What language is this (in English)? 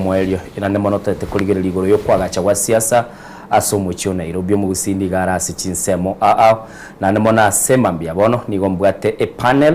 Gusii